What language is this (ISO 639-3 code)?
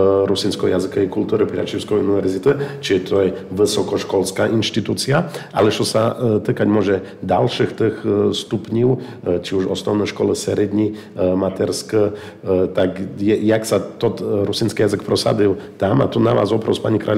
slk